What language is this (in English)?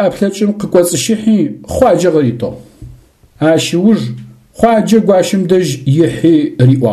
Adyghe